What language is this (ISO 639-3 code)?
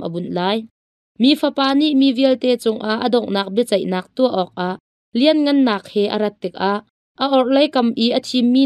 cnh